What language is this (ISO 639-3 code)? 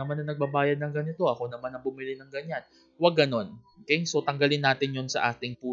fil